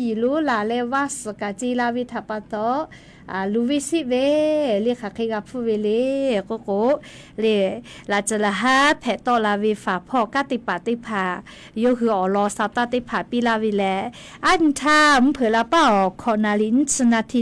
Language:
Lahu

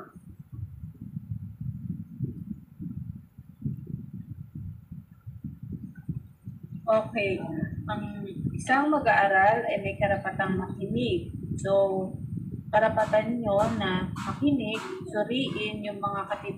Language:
Filipino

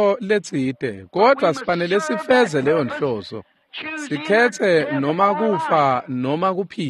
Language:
Swati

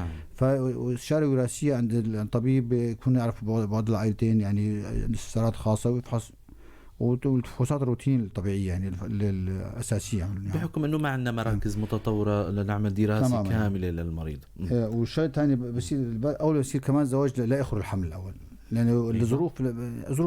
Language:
North Levantine Arabic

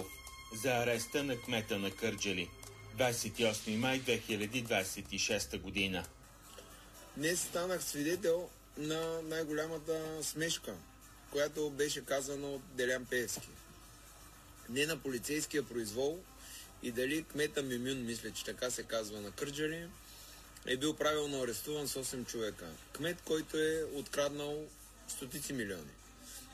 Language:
Bulgarian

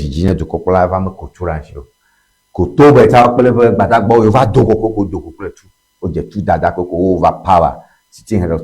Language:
Ewe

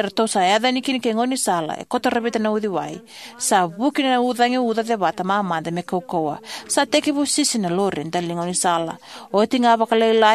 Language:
Fijian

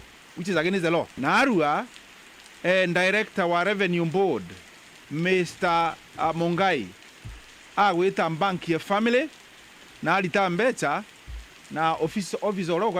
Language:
Meru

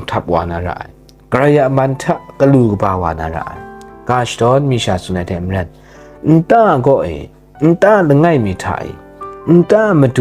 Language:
Kachin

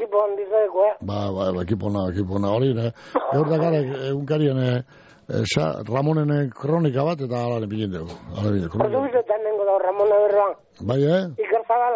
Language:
Basque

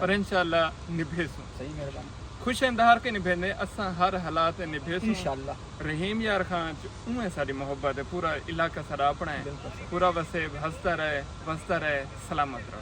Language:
Saraiki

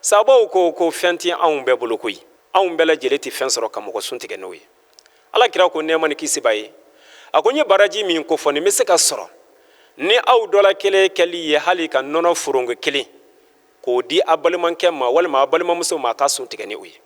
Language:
Bambara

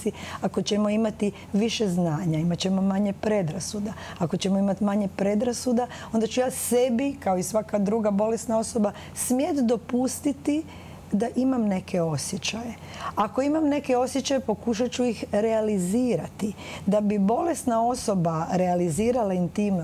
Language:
Croatian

